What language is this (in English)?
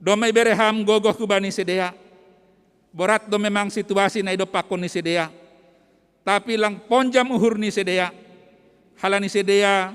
Batak Simalungun